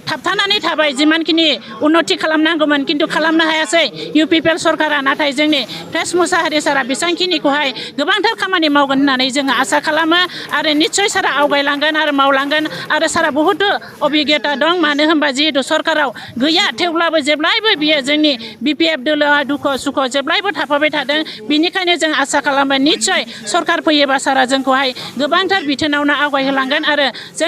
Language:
Bodo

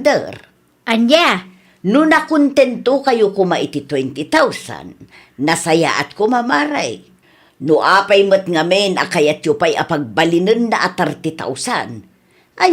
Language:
Iloko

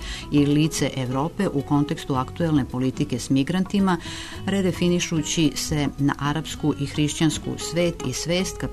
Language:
Serbian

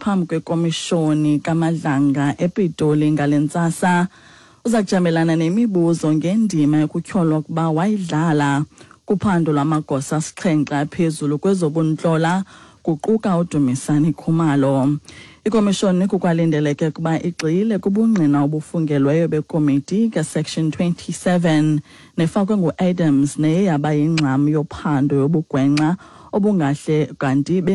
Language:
Xhosa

